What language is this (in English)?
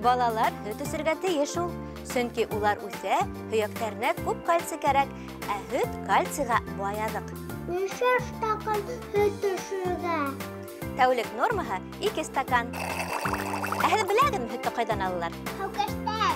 Bashkir